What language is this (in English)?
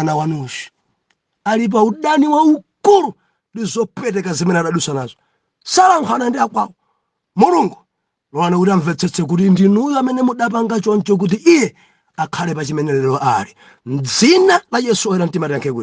Nyanja